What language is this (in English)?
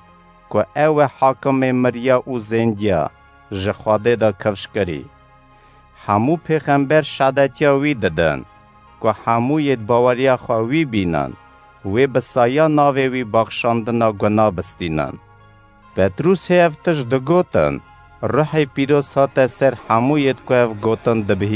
Kurdish